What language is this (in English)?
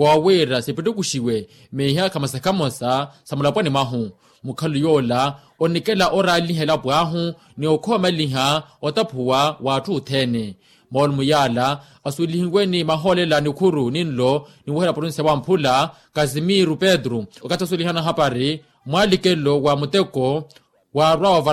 Makhuwa